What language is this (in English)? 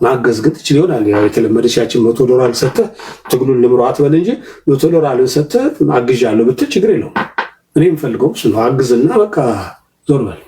Amharic